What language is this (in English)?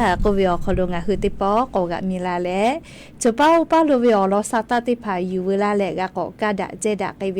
Lahu